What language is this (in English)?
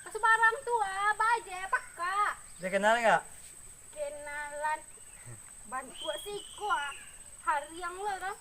Minangkabau